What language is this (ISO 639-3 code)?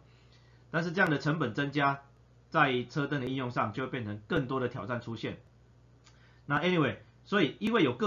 zho